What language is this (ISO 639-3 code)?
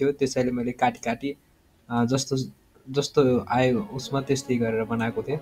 nep